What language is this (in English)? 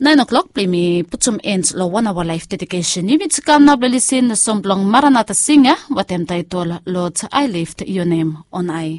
Bislama